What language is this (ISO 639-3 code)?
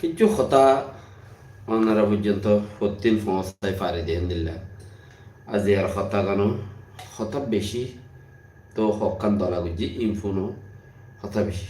rhg